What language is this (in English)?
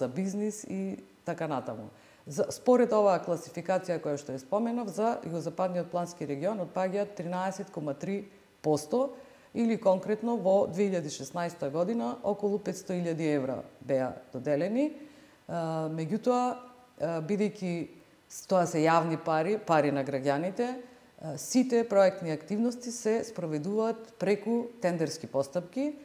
Macedonian